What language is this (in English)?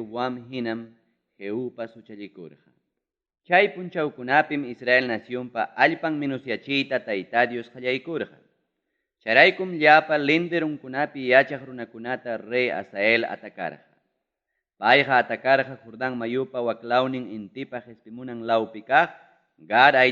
Ayacucho Quechua